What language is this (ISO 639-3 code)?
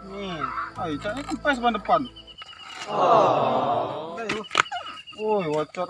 mui